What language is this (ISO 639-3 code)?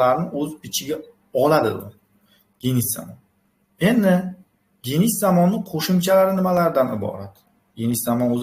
uzb